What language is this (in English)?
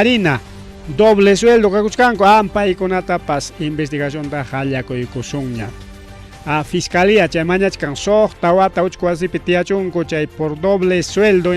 Ayacucho Quechua